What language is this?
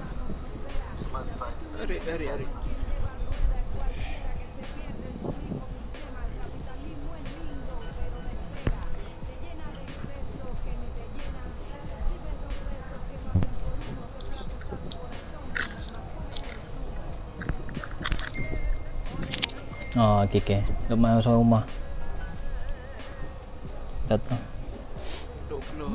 Malay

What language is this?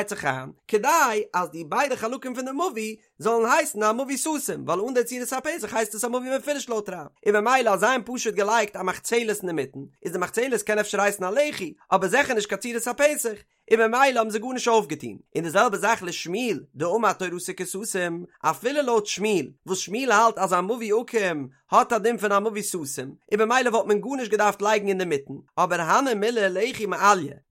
Yiddish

